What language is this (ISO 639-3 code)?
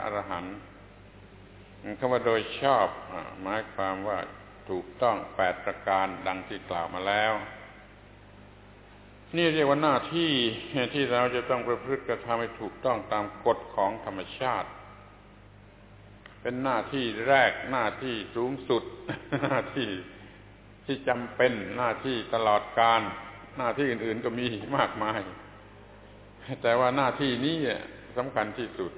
tha